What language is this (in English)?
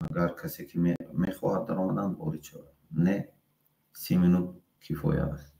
Tajik